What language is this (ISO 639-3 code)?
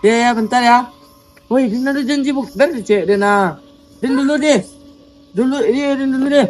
min